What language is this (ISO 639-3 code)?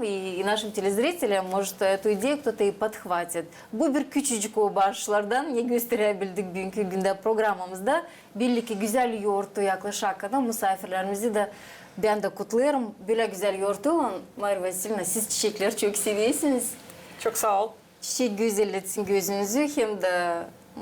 gag